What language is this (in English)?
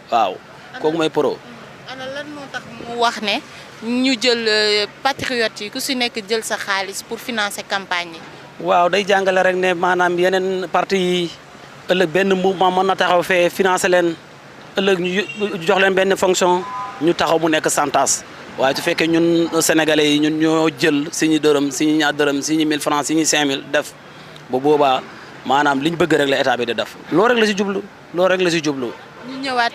Wolof